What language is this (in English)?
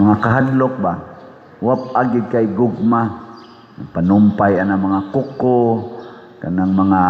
Cebuano